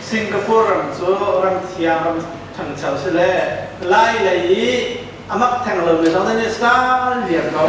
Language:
Hakha Chin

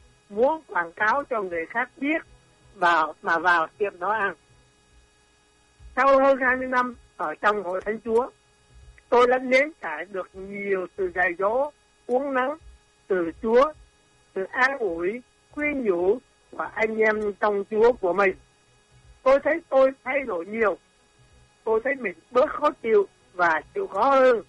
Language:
Vietnamese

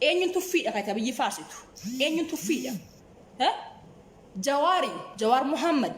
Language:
Oromo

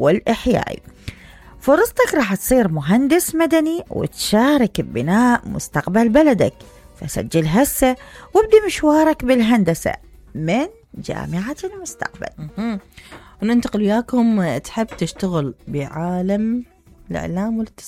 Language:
Mesopotamian Arabic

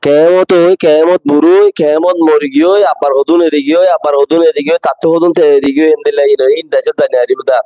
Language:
Rohingya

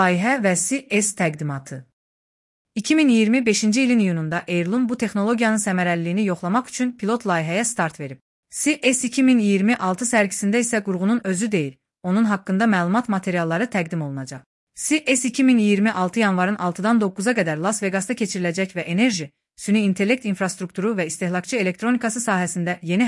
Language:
Azerbaijani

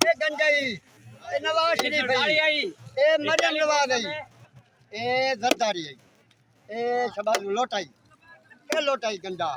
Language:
Saraiki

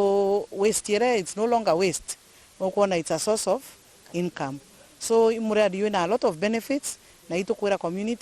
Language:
Meru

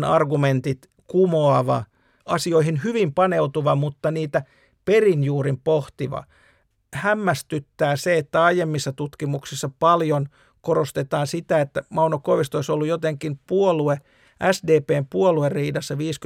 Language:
Finnish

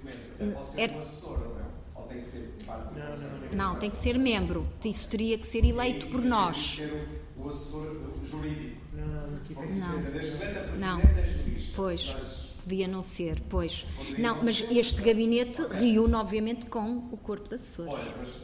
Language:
Portuguese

